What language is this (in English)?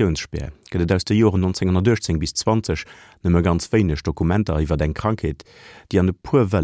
Luxembourgish